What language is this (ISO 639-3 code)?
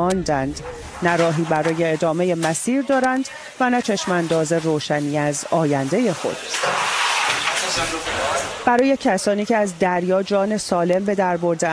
fas